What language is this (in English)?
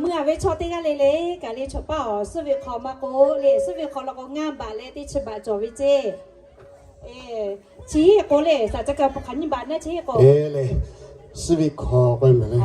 Lahu